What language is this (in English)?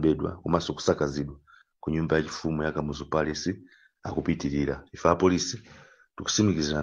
Nyanja